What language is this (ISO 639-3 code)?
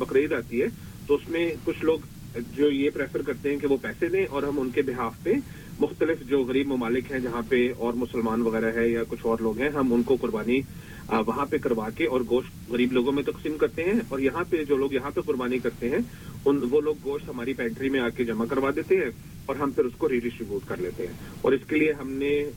urd